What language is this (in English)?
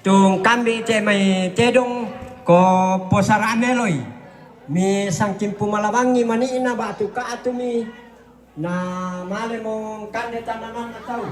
Toraja-Sa'dan